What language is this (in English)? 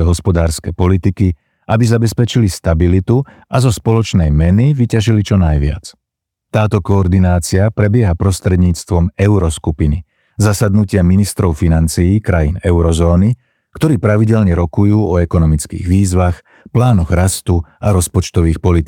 Slovak